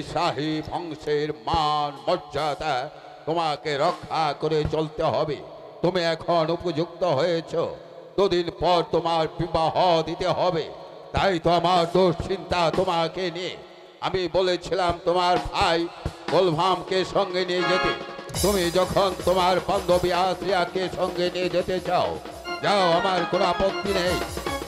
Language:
Bangla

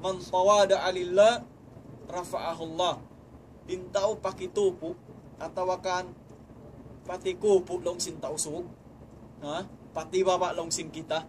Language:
Tausug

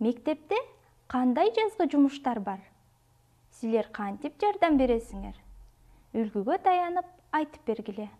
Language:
Kyrgyz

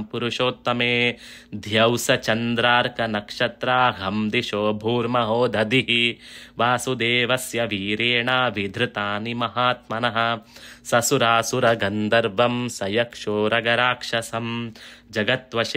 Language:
Sanskrit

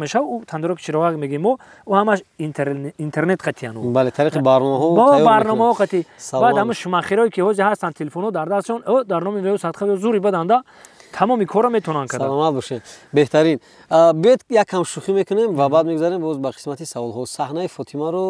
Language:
Tajik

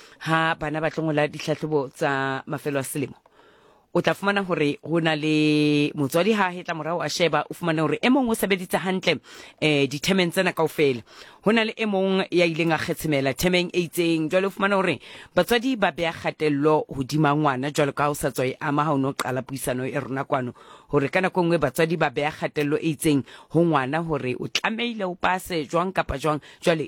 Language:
Southern Sotho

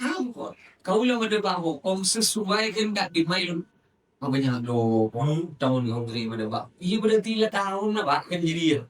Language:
Madurese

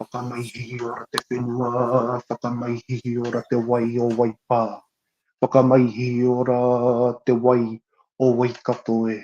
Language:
Māori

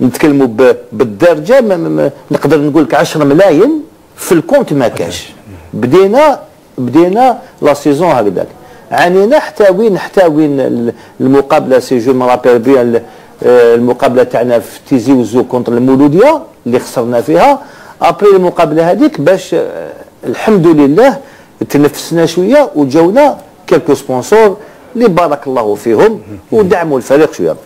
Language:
Algerian Arabic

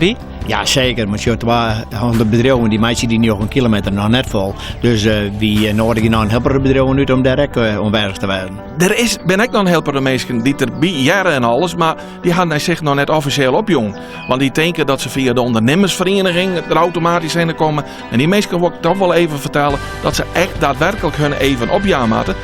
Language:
Western Frisian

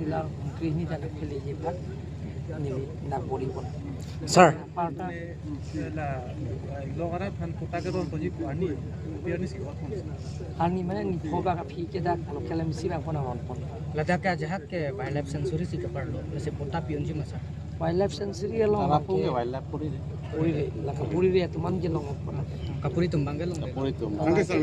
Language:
Karbi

